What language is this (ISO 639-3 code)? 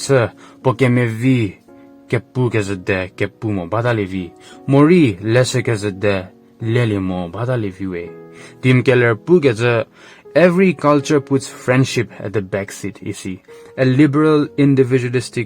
njm